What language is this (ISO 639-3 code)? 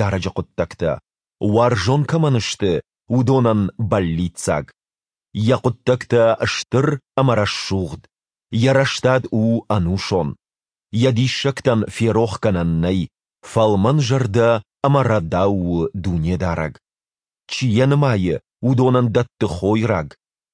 oss